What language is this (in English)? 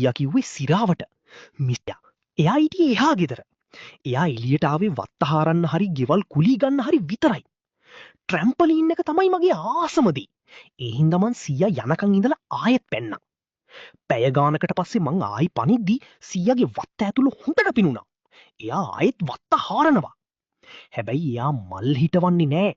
Sinhala